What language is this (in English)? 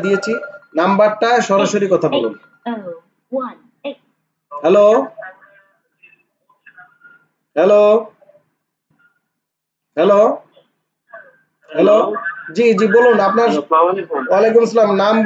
Bangla